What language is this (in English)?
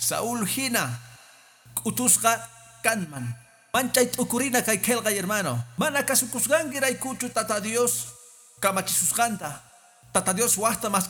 Quechua